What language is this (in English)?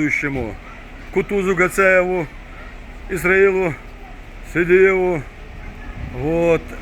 Chechen